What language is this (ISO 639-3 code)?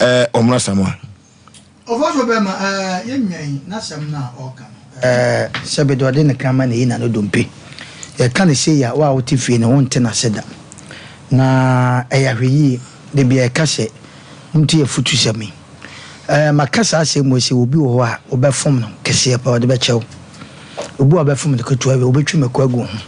aka